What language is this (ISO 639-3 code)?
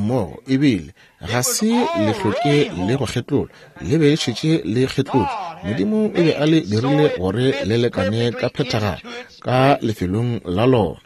nso